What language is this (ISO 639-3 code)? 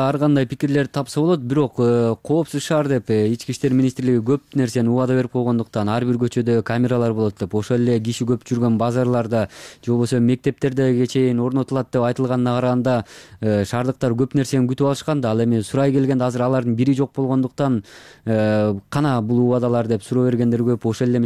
kir